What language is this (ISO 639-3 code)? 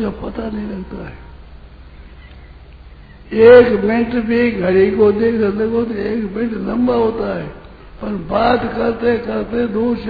hin